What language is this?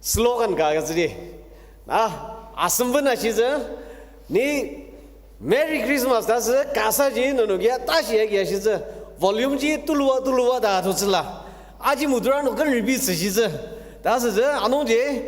Ao Naga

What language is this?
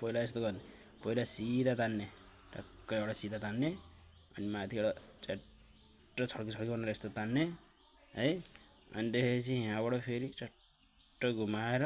Nepali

